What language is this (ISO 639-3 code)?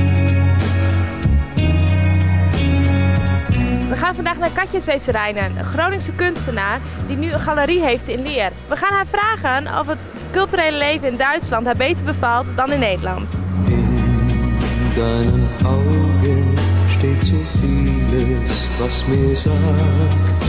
nld